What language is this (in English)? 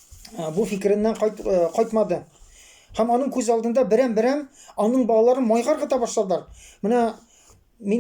Tatar